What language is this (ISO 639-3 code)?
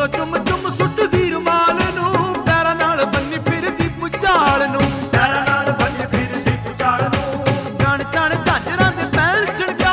pan